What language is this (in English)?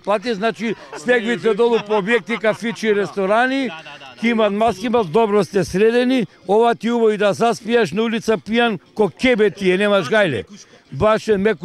Macedonian